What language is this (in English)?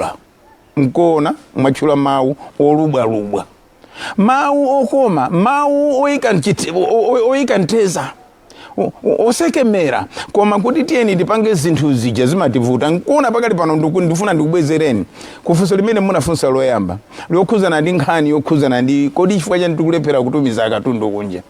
Nyanja